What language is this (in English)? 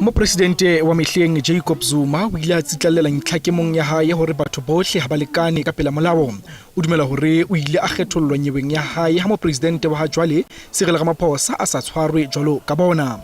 Southern Sotho